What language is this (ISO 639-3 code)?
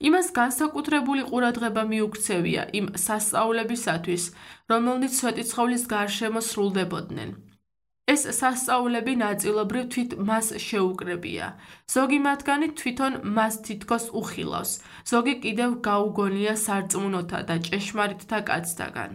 kat